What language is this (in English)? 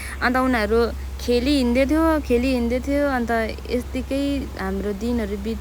Nepali